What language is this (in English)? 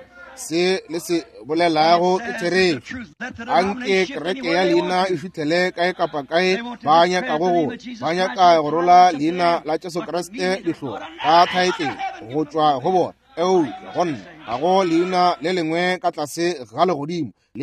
Northern Sotho